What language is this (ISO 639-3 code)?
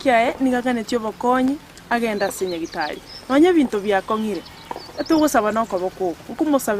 guz